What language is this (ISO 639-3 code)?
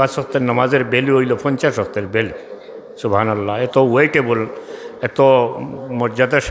syl